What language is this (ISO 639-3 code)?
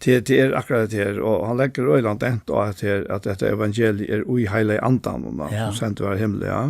fao